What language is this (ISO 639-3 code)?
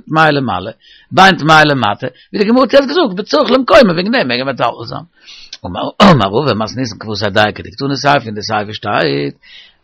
yid